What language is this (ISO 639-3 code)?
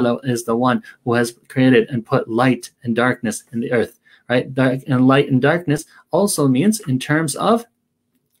eng